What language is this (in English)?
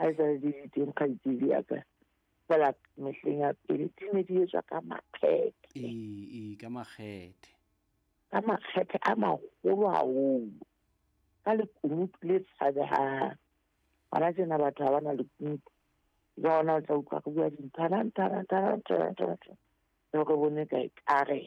Southern Sotho